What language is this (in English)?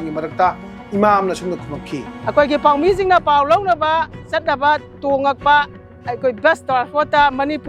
Manipuri